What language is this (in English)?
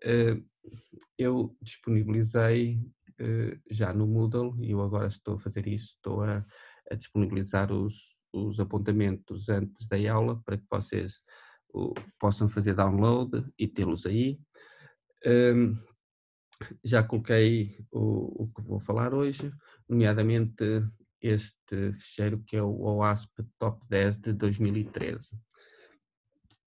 Portuguese